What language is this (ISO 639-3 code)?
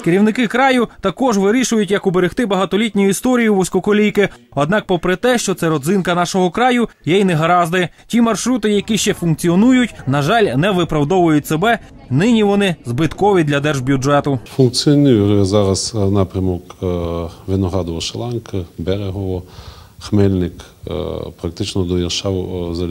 ukr